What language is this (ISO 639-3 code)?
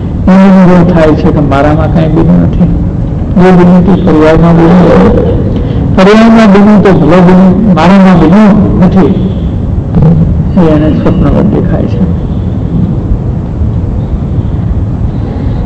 guj